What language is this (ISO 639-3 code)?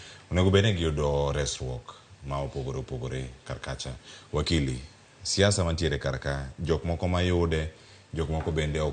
luo